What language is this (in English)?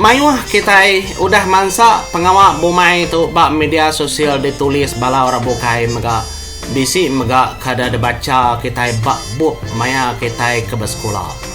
Iban